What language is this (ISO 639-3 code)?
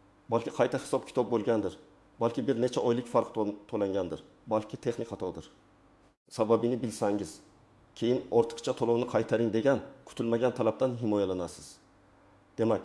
uzb